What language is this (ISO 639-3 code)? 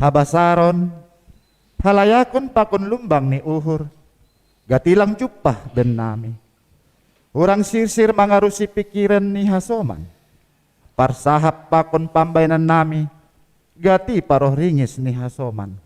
bts